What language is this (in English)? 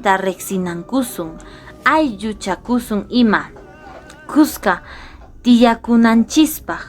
Quechua